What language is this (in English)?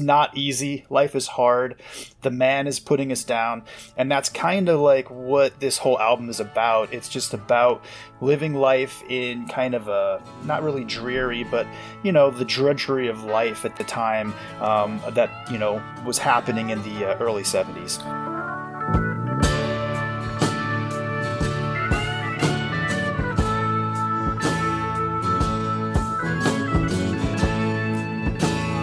English